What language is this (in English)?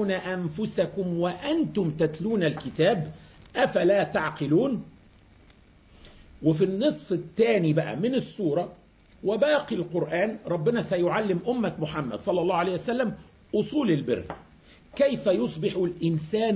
Arabic